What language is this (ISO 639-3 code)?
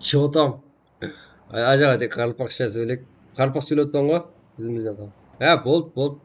kaa